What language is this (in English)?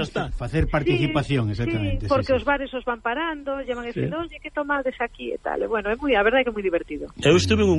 Galician